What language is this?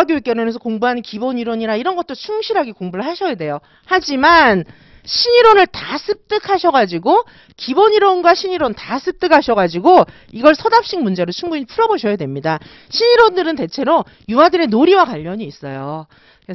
Korean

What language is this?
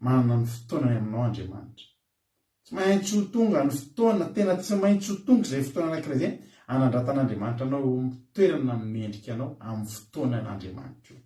Malagasy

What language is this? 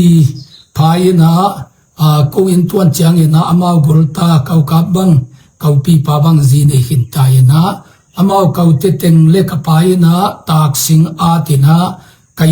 Tedim Chin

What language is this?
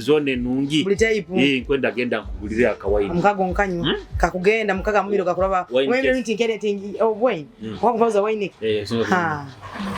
Nyoro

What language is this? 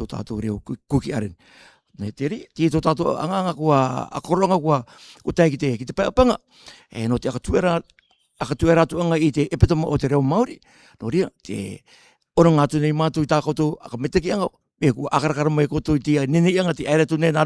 Rarotongan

